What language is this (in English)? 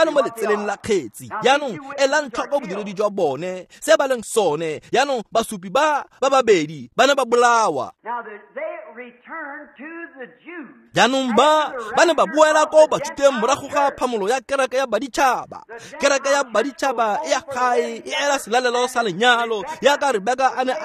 Tswana